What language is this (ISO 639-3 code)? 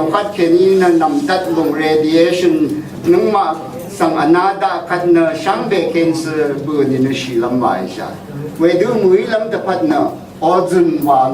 raw